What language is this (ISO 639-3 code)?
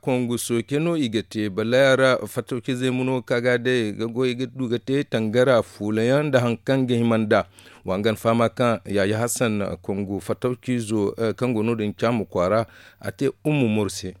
dje